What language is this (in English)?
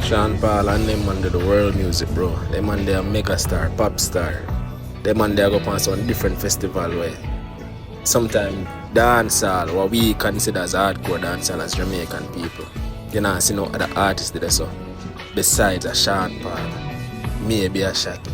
Jamaican Creole English